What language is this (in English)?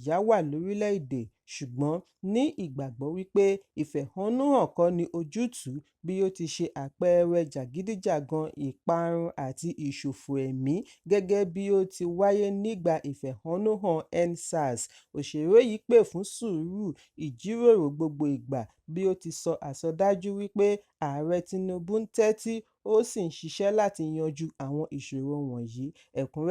Yoruba